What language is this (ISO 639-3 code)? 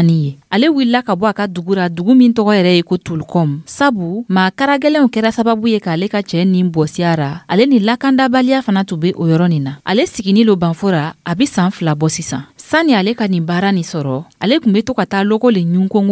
dyu